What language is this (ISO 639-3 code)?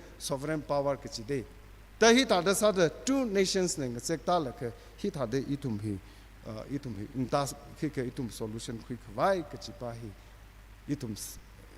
nmf